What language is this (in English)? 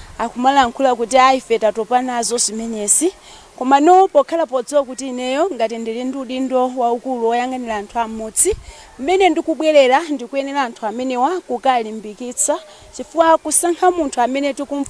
Nyanja